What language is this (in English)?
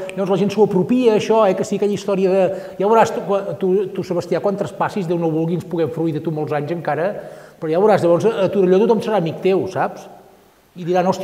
Catalan